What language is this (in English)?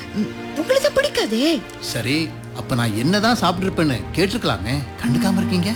Tamil